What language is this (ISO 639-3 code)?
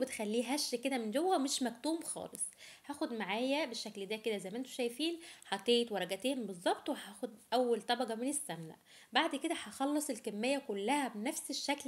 arz